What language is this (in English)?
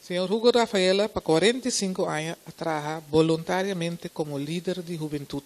Papiamento